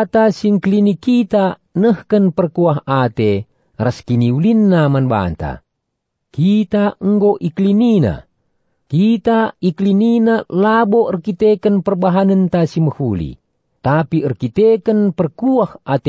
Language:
Batak Karo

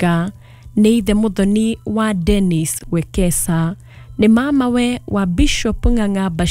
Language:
Kikuyu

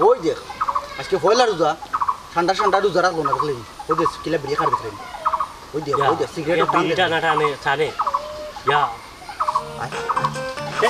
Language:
Sylheti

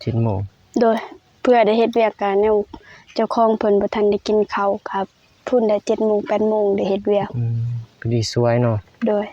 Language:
Lao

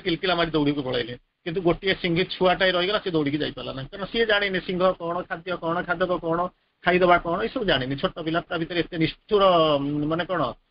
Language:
Odia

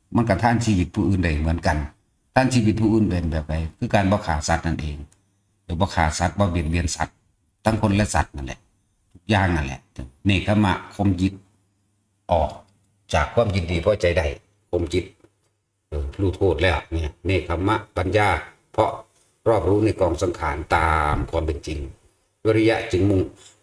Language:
Northeastern Thai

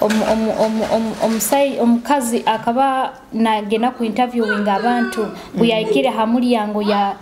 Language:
Tooro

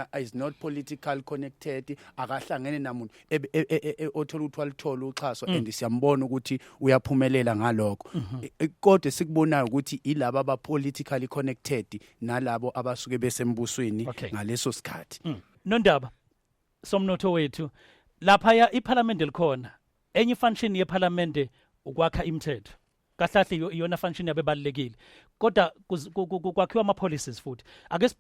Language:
Zulu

